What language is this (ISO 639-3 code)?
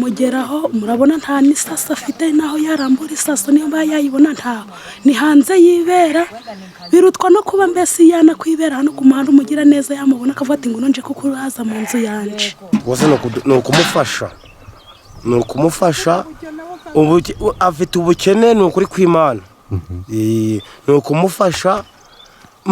kin